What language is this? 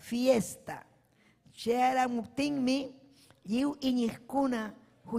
Ayacucho Quechua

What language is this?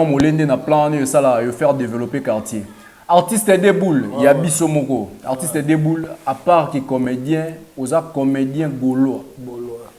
Lingala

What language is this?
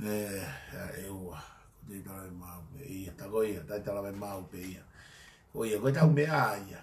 Tongan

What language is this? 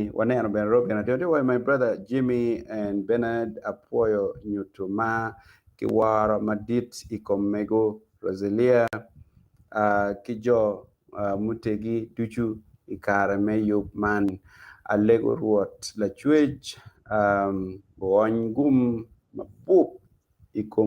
Acoli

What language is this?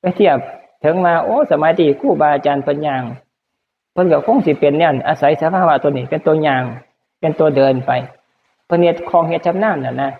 Northeastern Thai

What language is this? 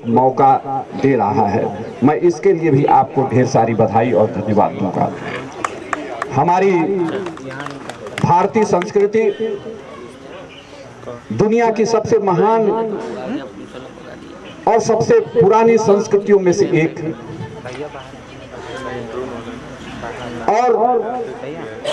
Hindi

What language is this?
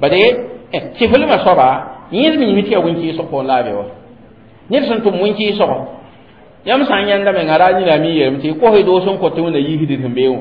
Mossi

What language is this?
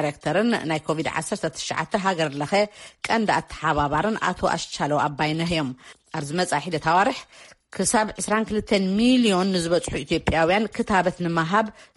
Tigrinya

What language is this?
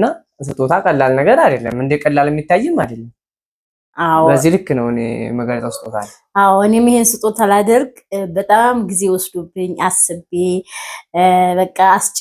Amharic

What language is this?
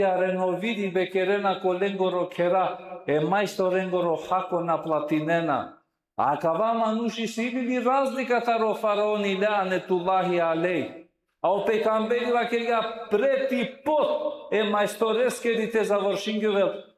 Balkan Romani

